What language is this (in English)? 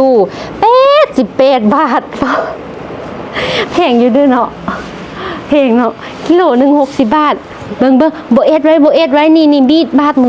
Lao